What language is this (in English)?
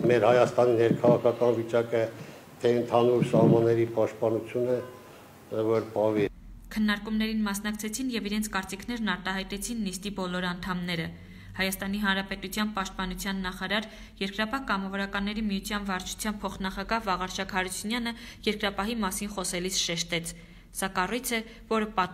Armenian